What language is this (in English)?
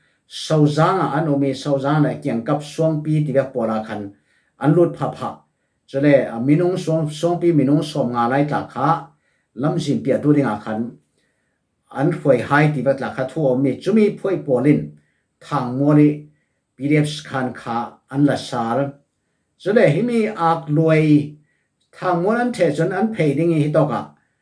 Falam Chin